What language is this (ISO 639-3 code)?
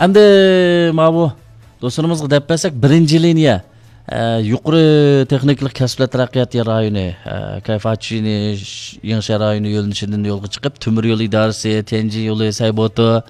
uig